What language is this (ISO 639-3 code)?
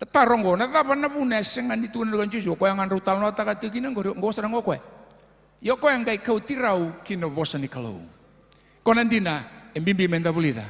fij